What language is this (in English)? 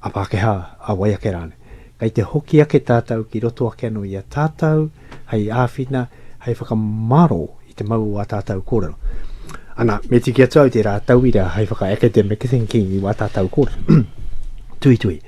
Māori